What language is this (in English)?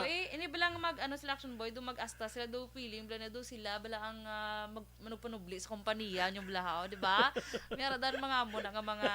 Hiligaynon